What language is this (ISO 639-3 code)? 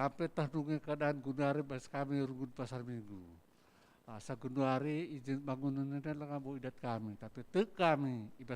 btx